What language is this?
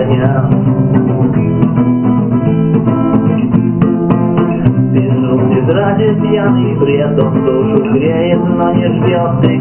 Russian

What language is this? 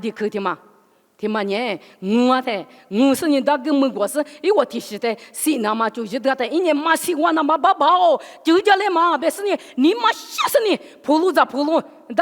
Lisu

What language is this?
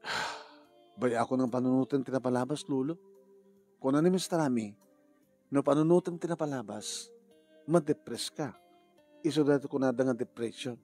Iloko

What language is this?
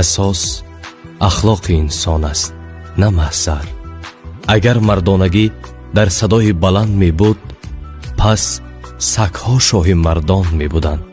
Tajik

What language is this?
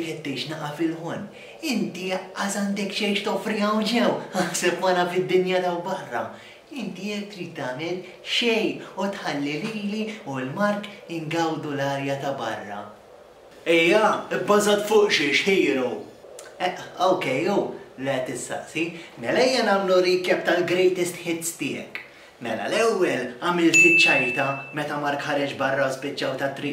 Maltese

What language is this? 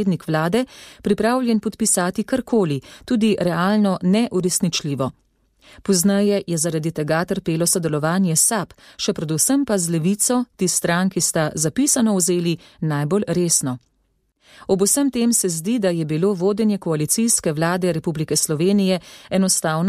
Slovenian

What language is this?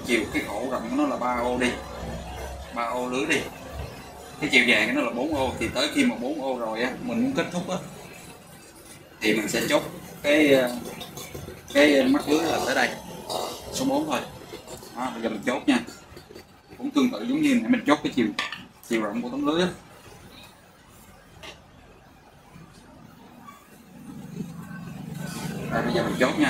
Vietnamese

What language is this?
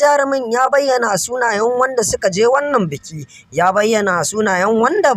Hausa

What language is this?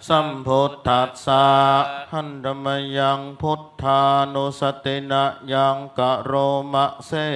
Pali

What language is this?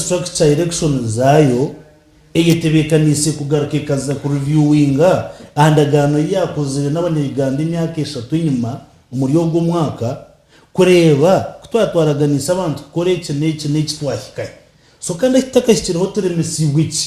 Nyankole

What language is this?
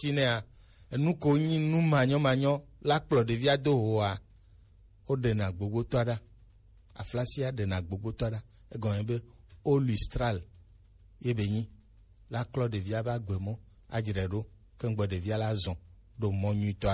Gen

